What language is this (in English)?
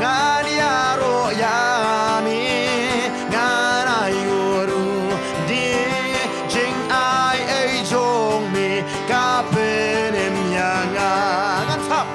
Khasi